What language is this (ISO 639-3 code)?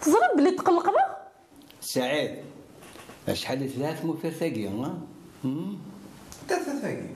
kab